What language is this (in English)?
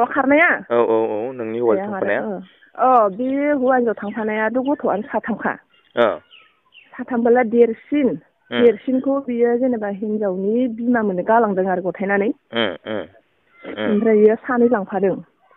Bodo